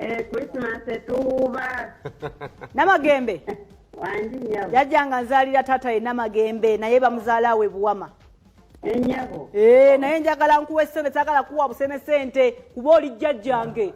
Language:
Ganda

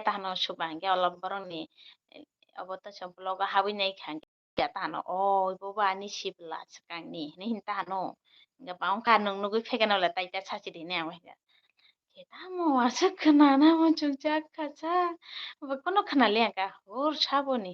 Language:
Kok Borok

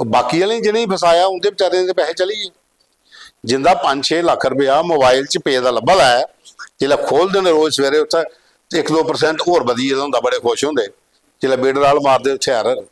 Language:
Dogri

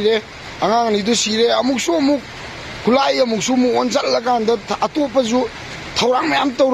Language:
Manipuri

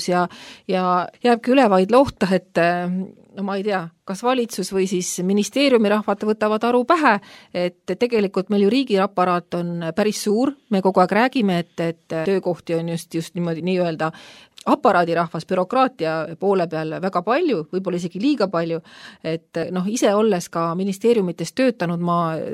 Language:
Estonian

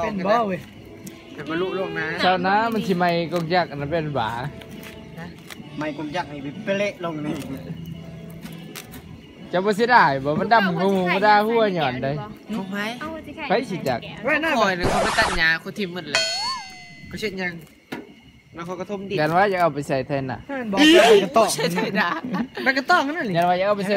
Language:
Northeastern Thai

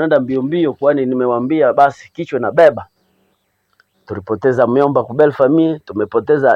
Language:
Swahili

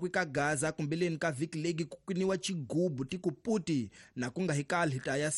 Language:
Tsonga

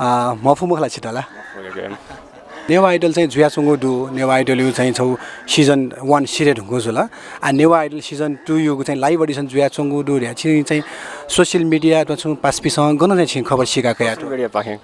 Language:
Newari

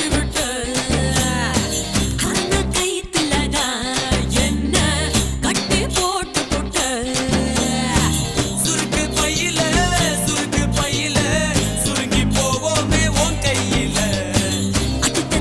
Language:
Tamil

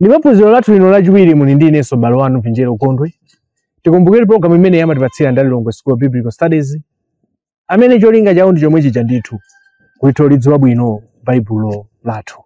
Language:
Nyanja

